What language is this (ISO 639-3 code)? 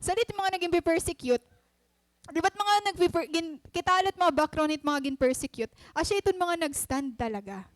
war